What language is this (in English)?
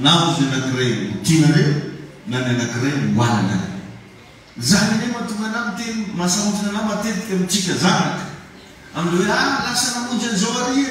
Malagasy